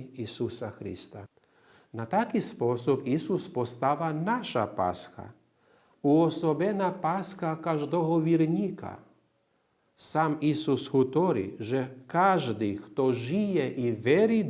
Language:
Rusyn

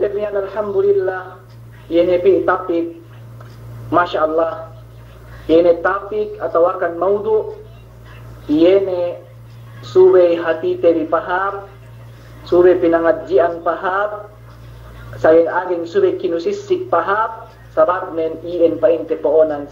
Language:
Yakan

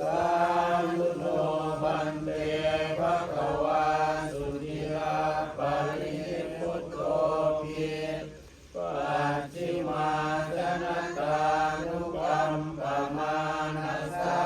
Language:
Pali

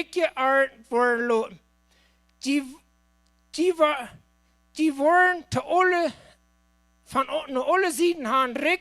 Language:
Plautdietsch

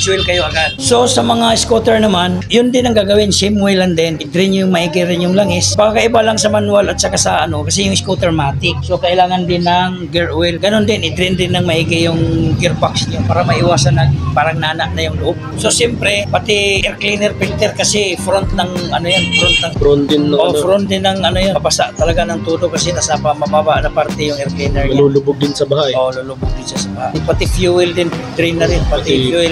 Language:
Filipino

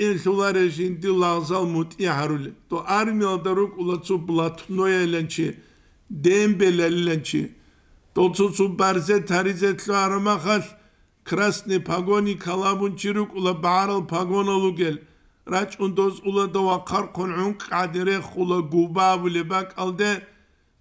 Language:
Avaric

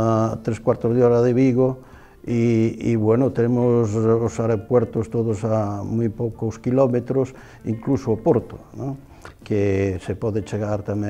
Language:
Galician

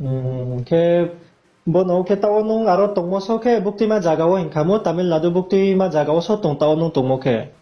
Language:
Riang (India)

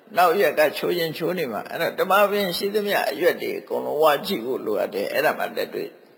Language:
Burmese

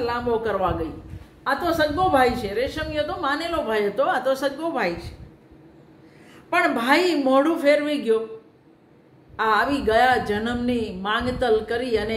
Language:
Gujarati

